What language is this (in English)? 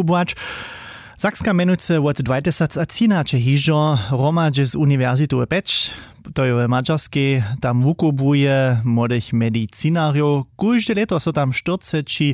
Upper Sorbian